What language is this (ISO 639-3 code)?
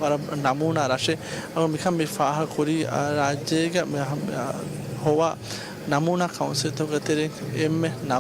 div